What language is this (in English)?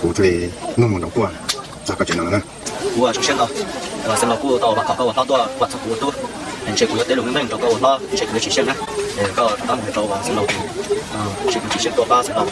Hmong